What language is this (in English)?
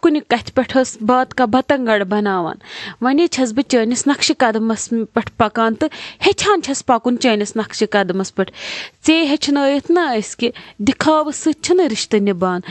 Kashmiri